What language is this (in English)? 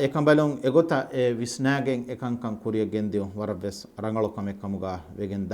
Divehi